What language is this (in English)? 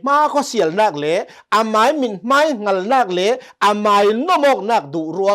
Hakha Chin